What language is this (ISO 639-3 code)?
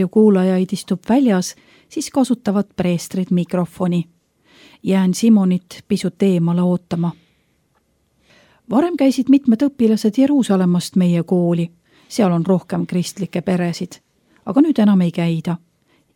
est